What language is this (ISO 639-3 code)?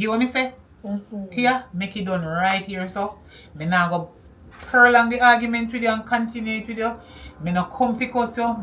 jam